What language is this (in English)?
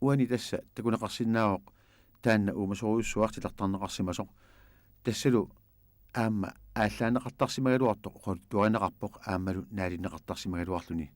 Kalaallisut